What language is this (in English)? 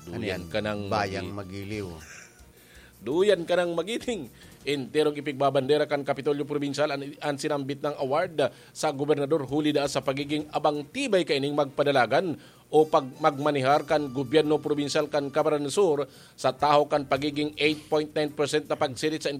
Bikol